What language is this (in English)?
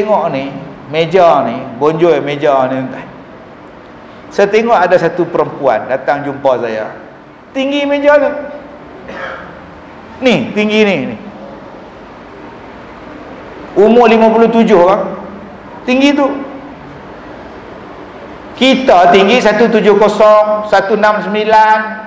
Malay